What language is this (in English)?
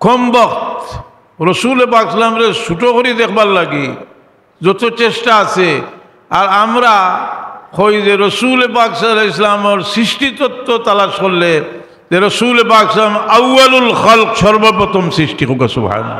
Sylheti